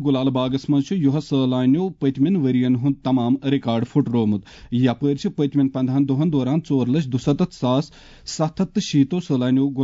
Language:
Kashmiri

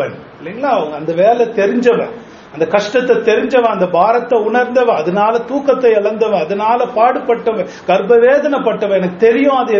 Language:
Tamil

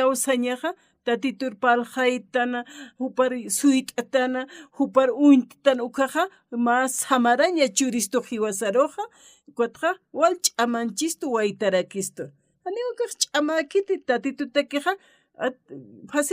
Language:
Aymara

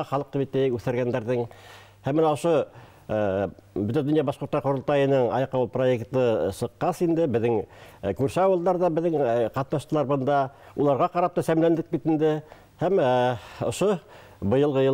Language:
Bashkir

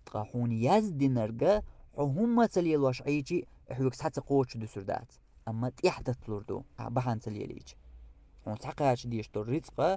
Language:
Chechen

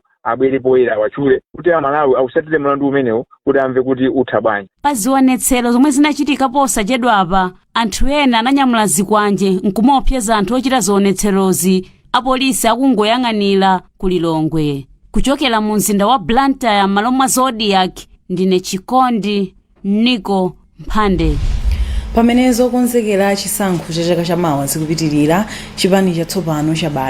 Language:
Nyanja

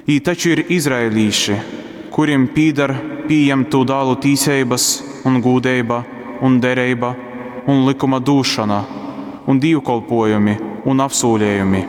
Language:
Latgalian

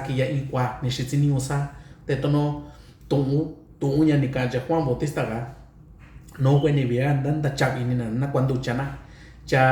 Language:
Mixtepec Mixtec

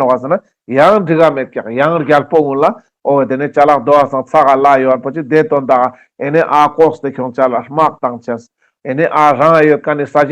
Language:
Ladakhi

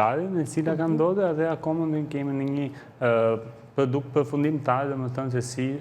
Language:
Albanian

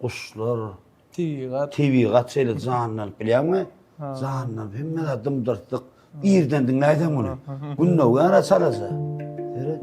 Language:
Turkmen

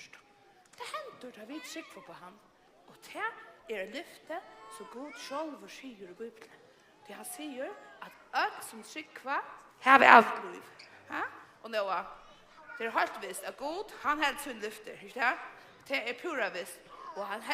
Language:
Faroese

